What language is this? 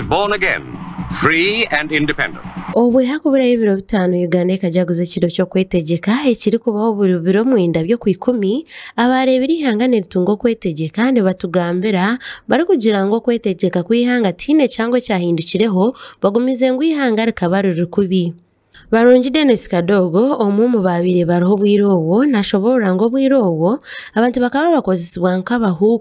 Nyankole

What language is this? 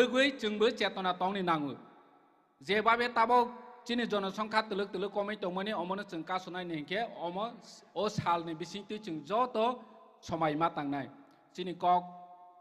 Kok Borok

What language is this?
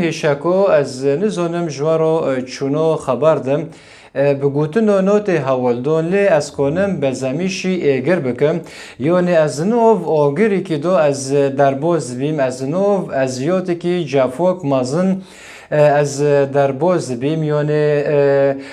Kurdish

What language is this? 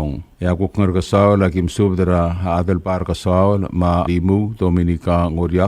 Palauan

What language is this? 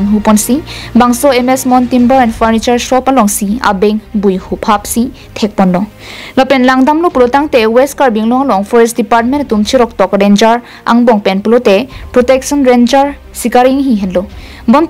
Karbi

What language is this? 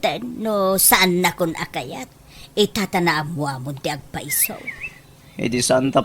Iloko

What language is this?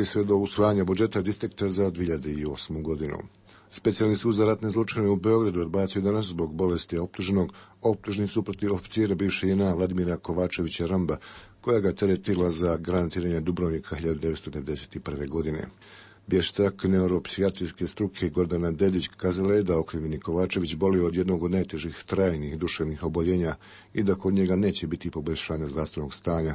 Bosnian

